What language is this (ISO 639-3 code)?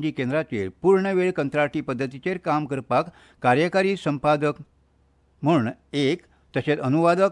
kok